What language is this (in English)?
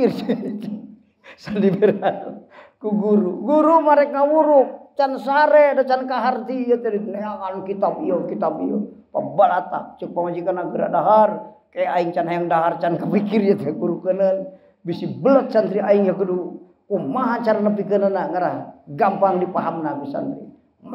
Sundanese